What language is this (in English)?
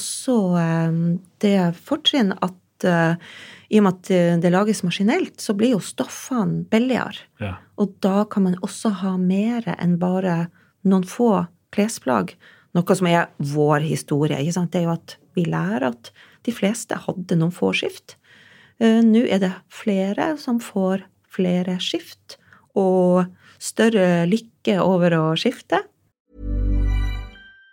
Norwegian